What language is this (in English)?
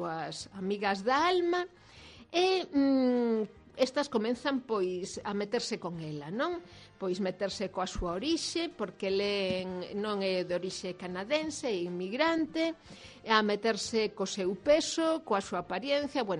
Galician